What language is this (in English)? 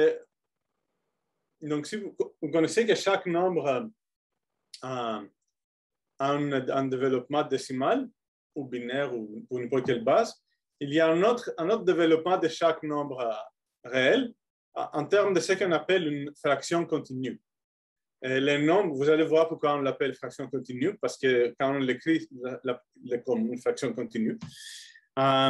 French